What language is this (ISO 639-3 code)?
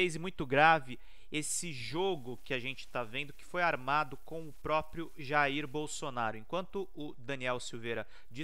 por